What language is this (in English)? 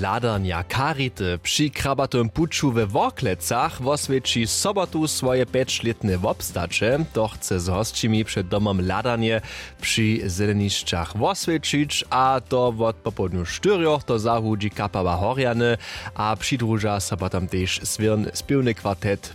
Upper Sorbian